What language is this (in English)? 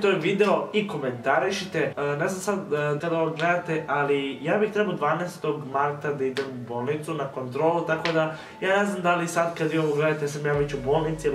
Serbian